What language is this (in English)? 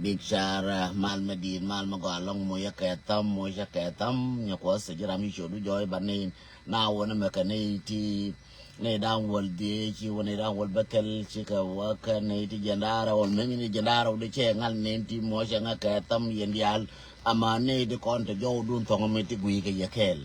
Nuer